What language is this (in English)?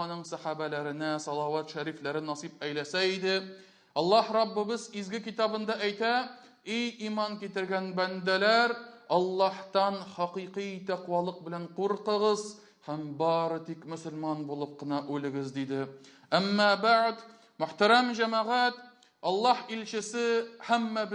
Tatar